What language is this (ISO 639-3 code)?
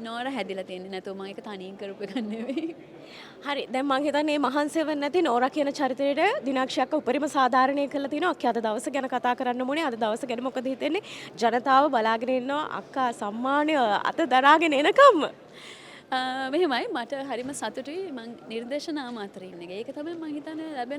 sin